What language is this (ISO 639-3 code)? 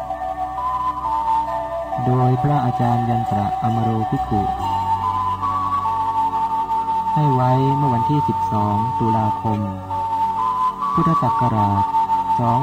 tha